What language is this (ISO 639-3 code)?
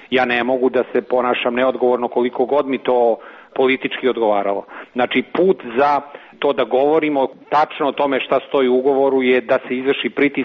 srp